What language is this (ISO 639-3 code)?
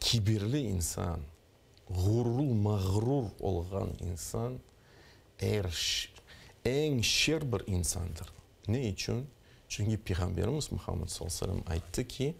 crh